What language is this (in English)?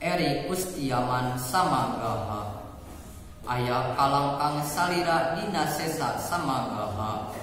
Sundanese